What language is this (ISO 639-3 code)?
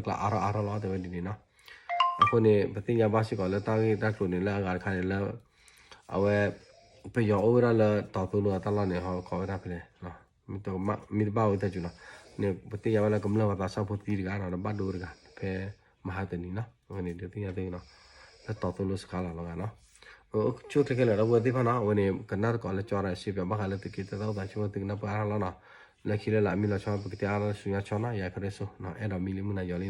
ksw